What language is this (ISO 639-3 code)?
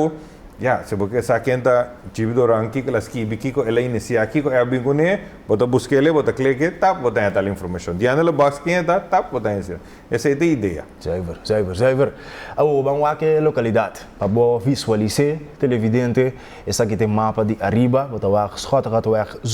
pap